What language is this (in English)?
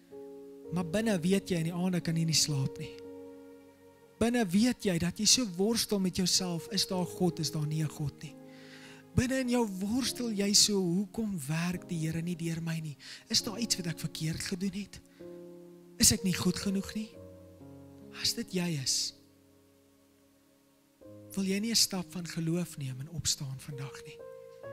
Afrikaans